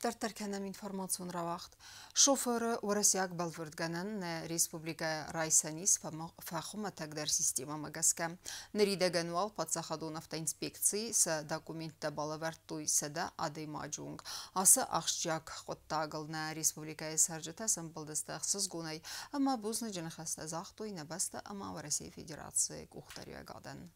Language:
Ossetic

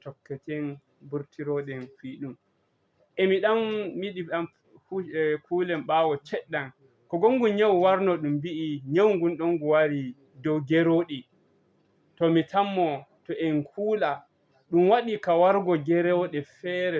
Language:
Fula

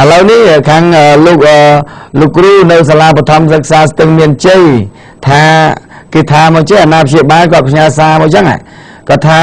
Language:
Khmer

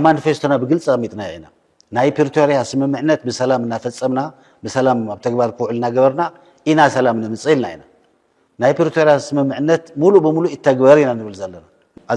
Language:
Tigrinya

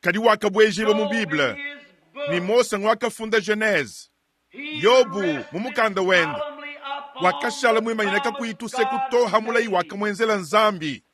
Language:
Luba-Lulua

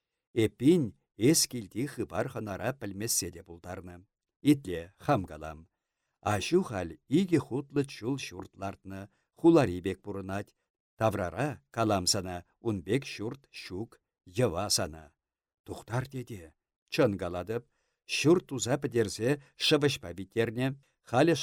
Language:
Chuvash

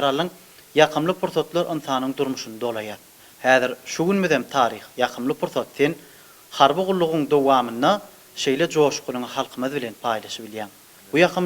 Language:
Turkmen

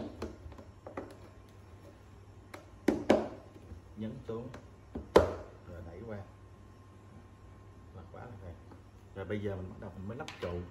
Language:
Vietnamese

